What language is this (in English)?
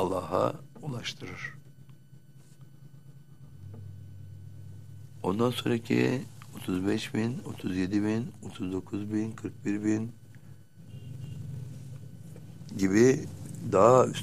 Turkish